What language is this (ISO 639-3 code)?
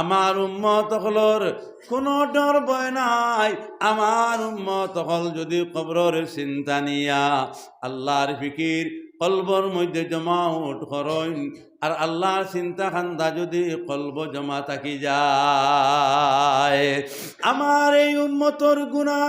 syl